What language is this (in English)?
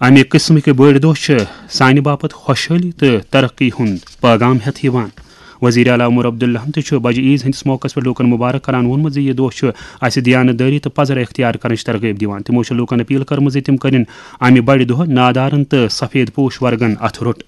Kashmiri